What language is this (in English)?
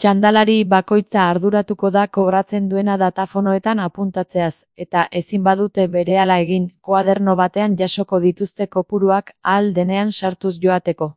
Basque